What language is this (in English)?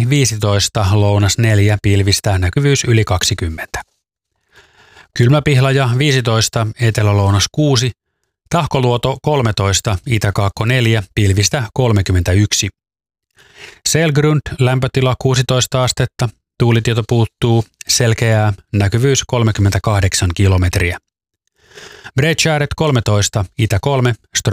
Finnish